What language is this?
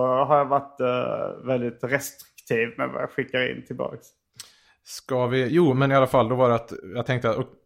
Swedish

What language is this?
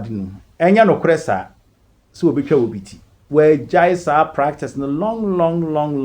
Akan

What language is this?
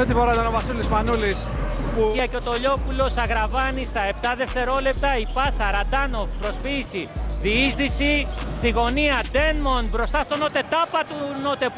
Greek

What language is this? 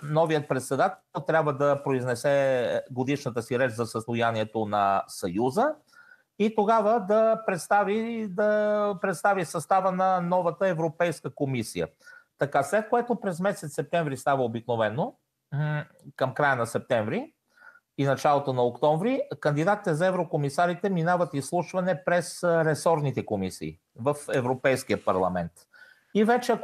Bulgarian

